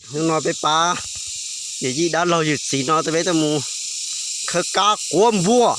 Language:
Hmong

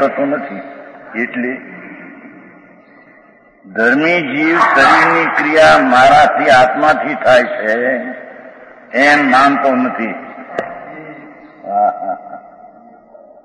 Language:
Gujarati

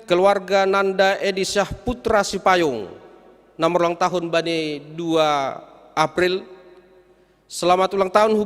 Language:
Batak Simalungun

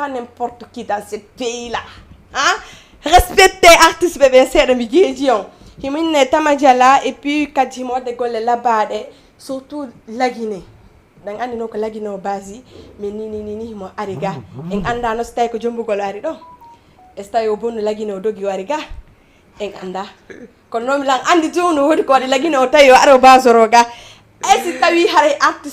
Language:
Fula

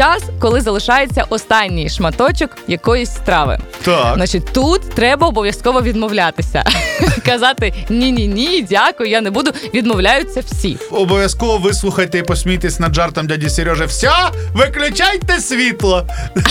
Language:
Ukrainian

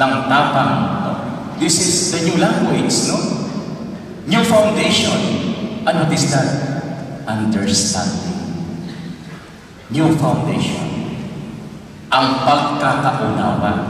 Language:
Filipino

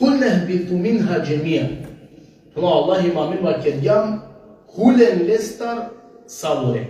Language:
Balkan Romani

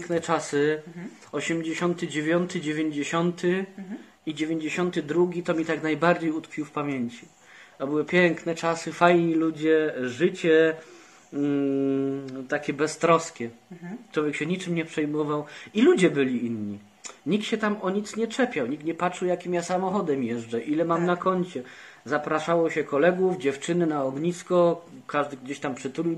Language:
Polish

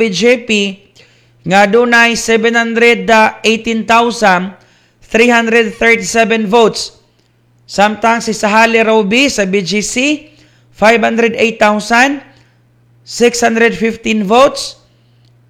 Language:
Cebuano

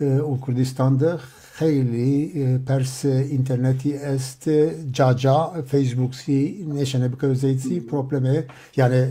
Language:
Zaza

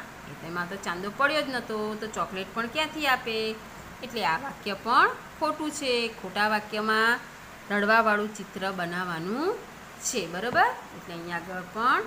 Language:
Gujarati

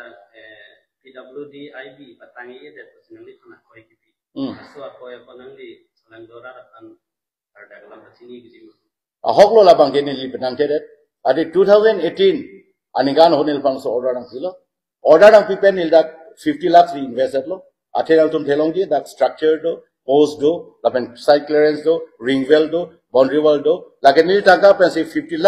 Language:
Karbi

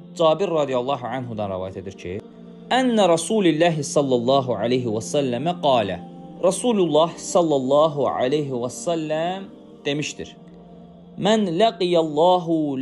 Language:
Azerbaijani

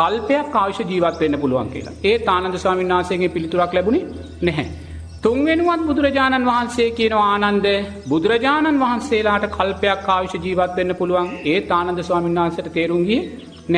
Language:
Sinhala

